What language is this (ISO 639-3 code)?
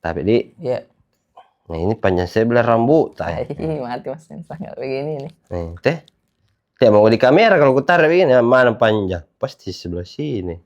mfp